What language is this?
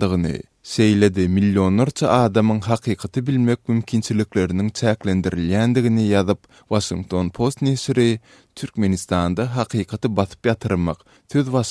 Turkmen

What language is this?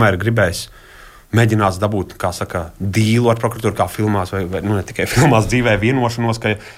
Latvian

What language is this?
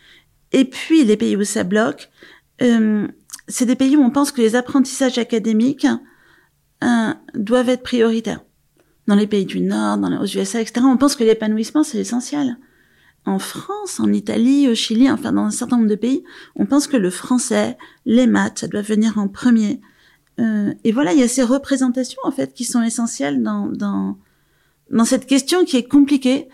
French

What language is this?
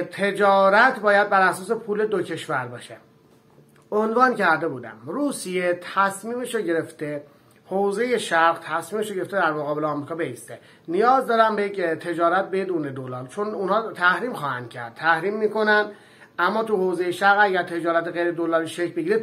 Persian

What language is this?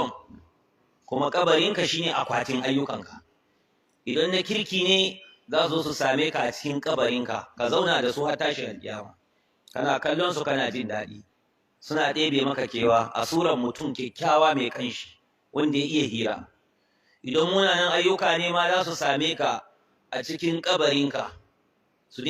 Hausa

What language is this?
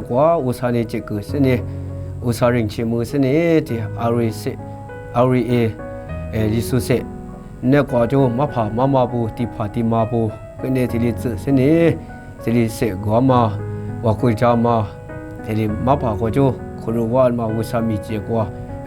Lisu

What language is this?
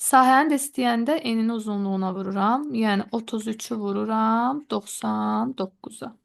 Azerbaijani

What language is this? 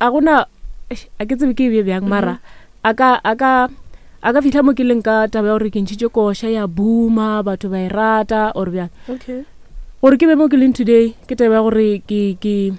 Northern Sotho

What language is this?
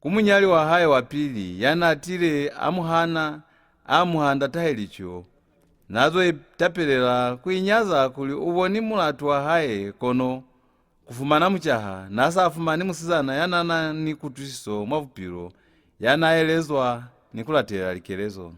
Lozi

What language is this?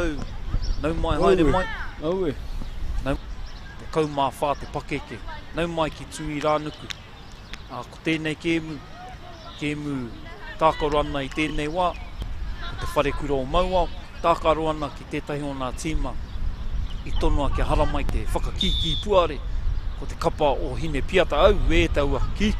Māori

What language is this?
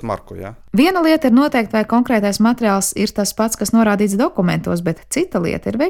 Latvian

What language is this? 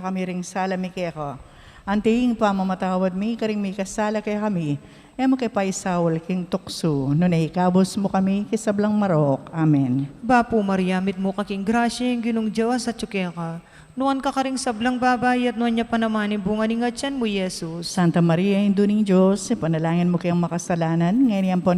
Pampanga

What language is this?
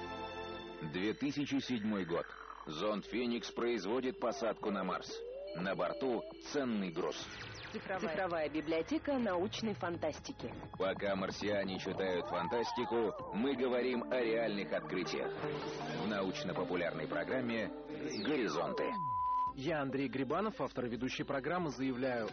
Russian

